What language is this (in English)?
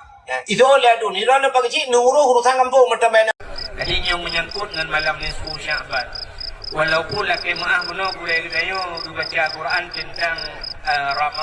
Achinese